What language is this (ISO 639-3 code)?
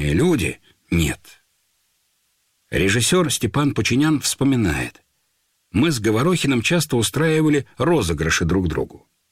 rus